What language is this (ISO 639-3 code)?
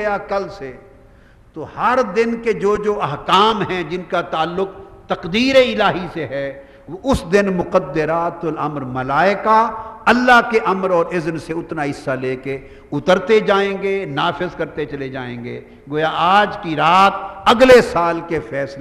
urd